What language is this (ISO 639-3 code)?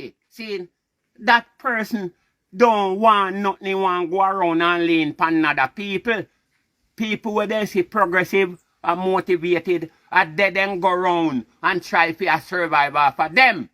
jam